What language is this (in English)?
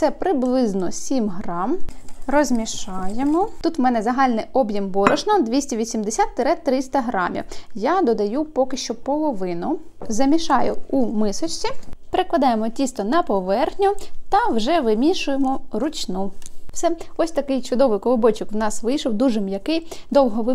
Ukrainian